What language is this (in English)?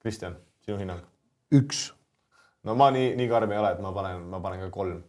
Estonian